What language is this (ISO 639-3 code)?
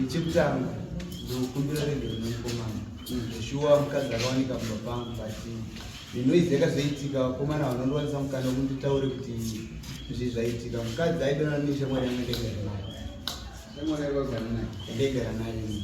sna